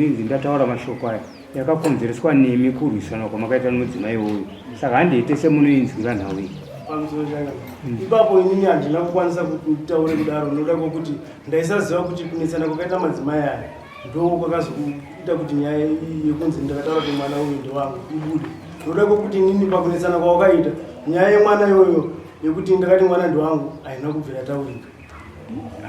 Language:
Shona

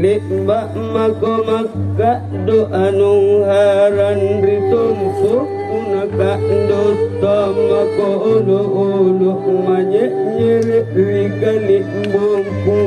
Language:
Makasar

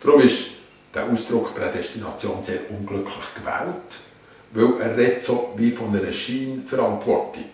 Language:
Swiss German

